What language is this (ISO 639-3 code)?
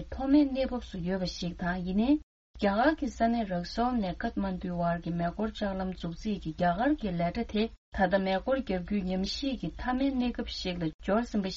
bod